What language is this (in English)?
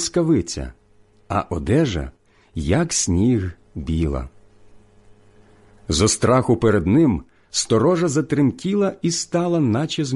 Ukrainian